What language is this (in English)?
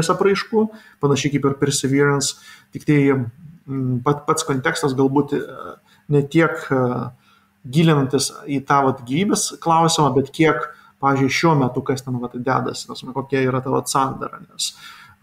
Lithuanian